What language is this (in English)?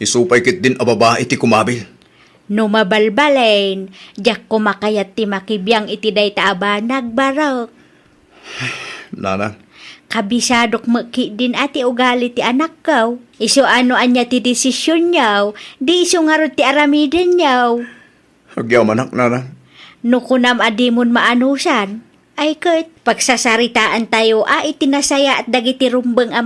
Iloko